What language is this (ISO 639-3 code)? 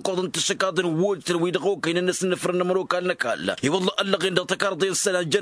taq